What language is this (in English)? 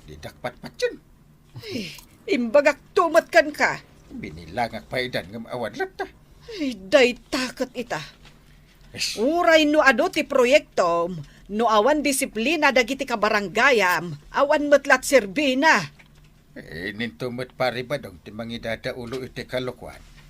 Iloko